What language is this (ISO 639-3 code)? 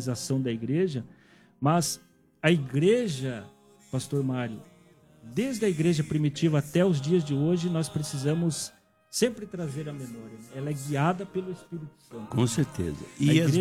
por